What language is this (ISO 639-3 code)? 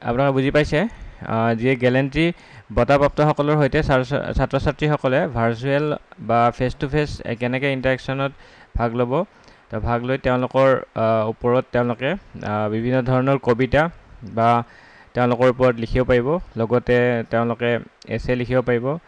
asm